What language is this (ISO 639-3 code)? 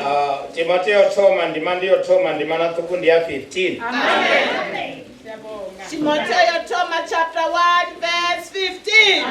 ven